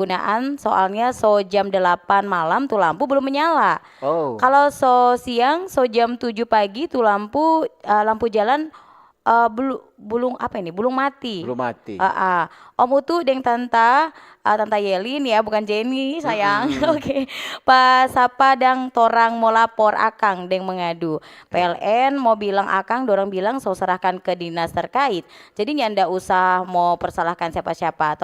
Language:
Manado Malay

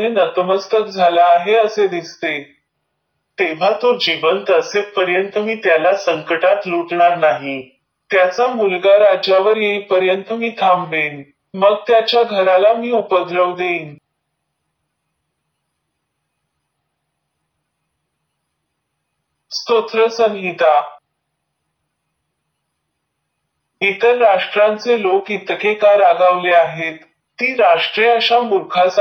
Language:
Marathi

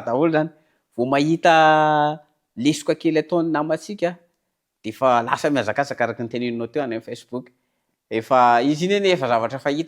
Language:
Malagasy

